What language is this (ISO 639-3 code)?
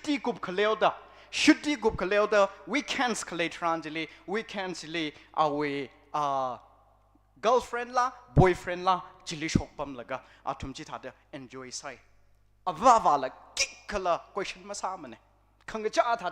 nmf